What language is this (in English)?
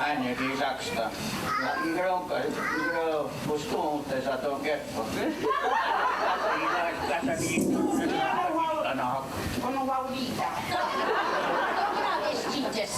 Mohawk